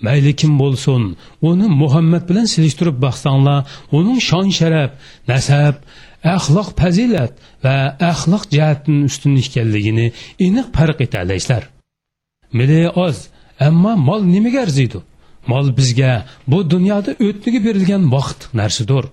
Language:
Uyghur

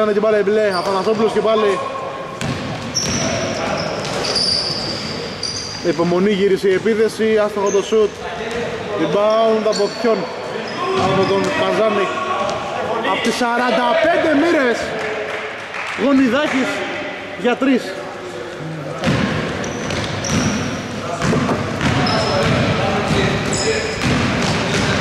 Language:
Greek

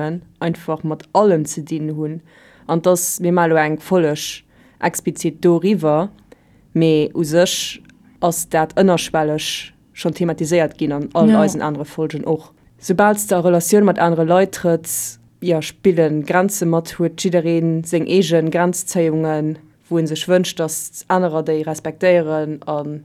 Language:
Luxembourgish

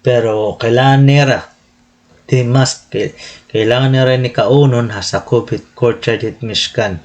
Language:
Waray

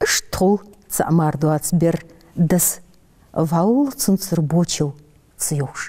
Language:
Ingush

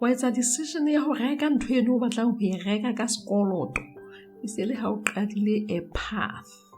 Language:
Southern Sotho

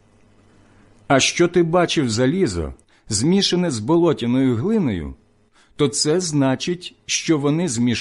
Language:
Ukrainian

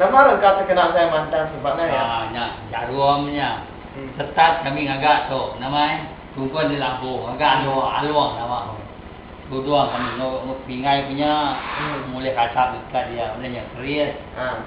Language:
Iban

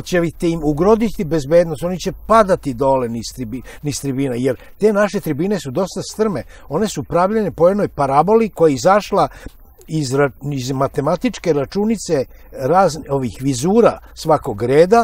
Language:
Serbian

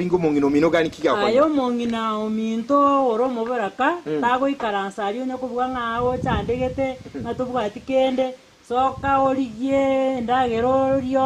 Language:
Gusii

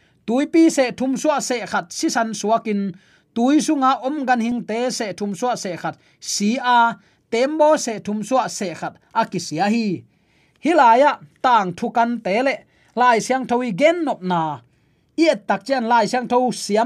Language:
Tedim Chin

